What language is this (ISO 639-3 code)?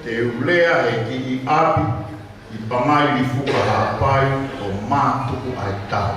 ton